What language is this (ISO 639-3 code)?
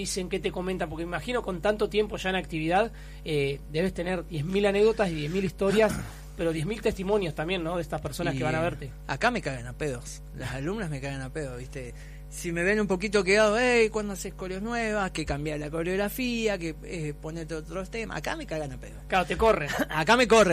spa